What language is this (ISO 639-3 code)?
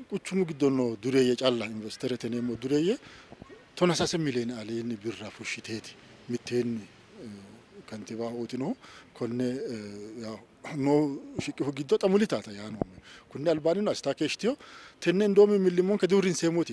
sid